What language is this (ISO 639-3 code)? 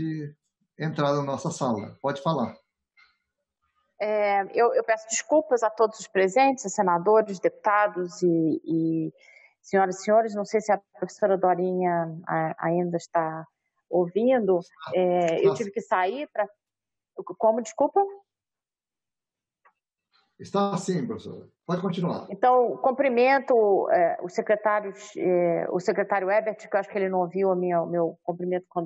por